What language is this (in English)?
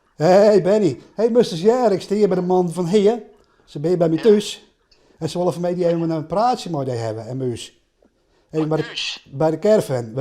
Western Frisian